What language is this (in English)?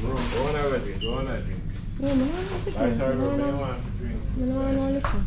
Jamaican Creole English